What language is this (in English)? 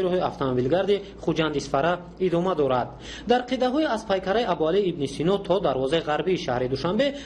Tajik